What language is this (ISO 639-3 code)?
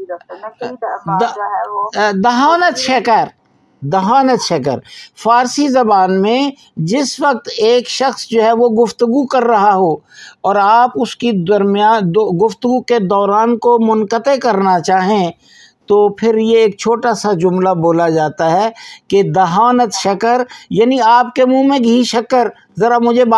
urd